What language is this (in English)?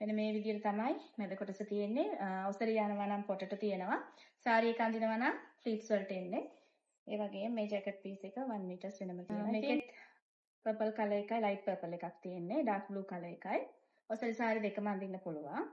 Sinhala